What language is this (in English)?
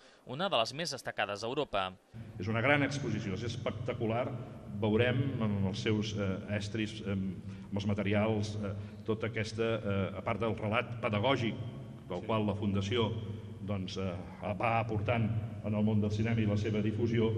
Catalan